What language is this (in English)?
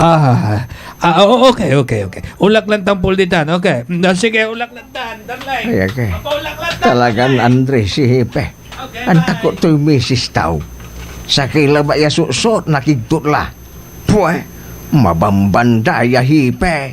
Pangasinan